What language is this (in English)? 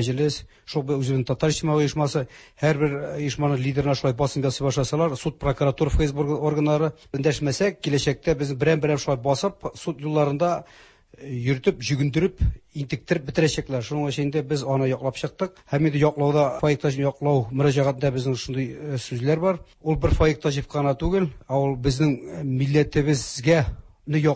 Tatar